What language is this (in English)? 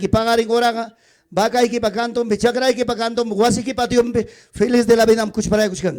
Ayacucho Quechua